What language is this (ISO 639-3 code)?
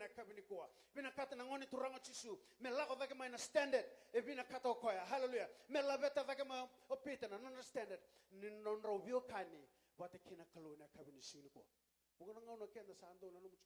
fij